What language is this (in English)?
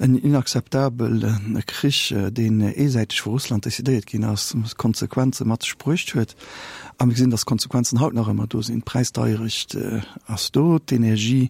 Luxembourgish